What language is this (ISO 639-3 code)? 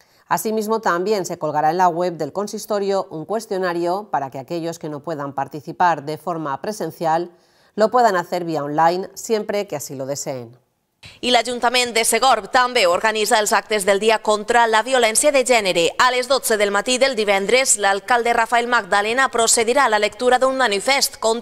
cat